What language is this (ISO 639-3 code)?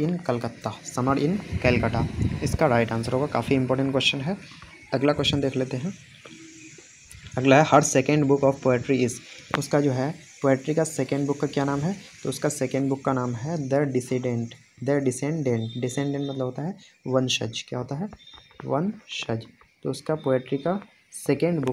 hin